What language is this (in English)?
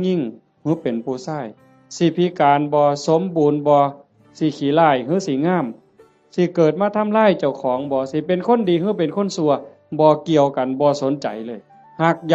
Northeastern Thai